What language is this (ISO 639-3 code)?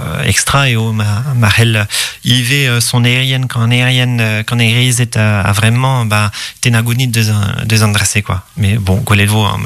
bre